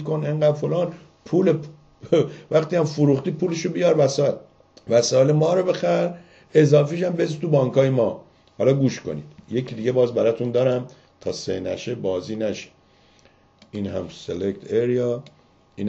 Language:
Persian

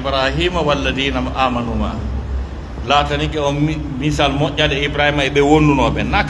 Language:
Pular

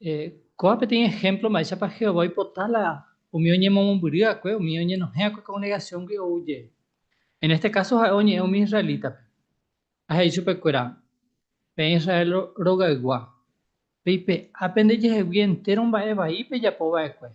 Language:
Guarani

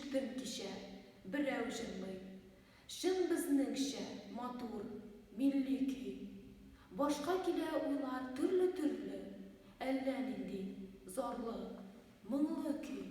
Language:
Tatar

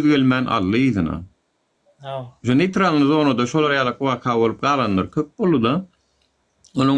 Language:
Turkmen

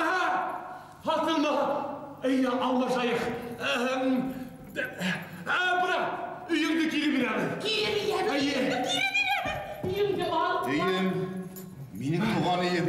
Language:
Bashkir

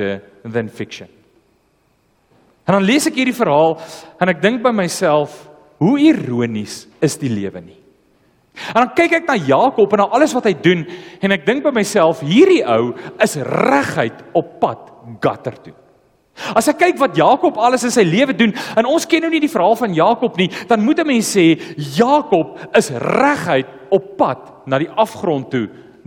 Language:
Afrikaans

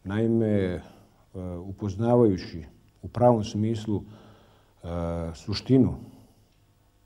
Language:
Bosnian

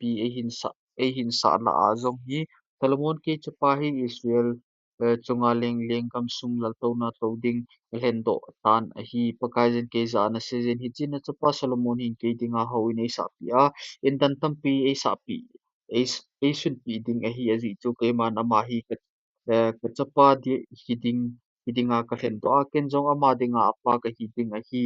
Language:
Thado Chin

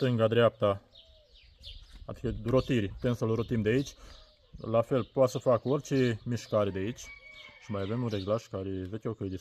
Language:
Romanian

